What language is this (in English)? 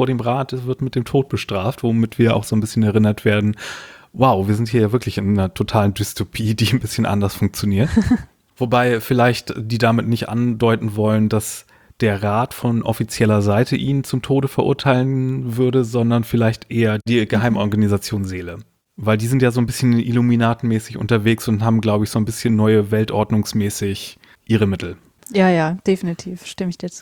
German